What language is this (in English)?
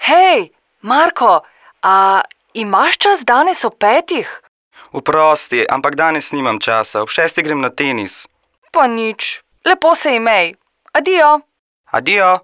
Slovenian